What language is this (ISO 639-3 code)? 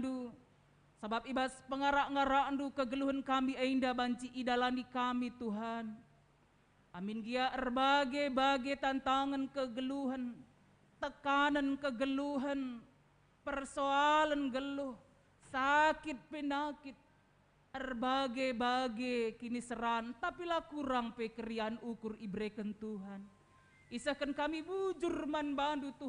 btx